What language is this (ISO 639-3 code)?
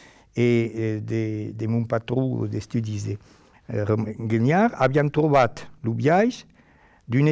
oci